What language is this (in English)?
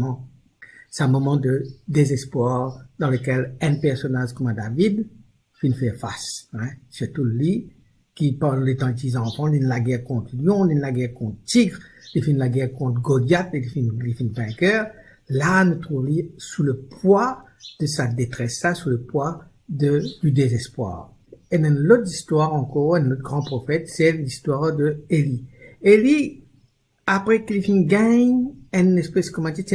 Morisyen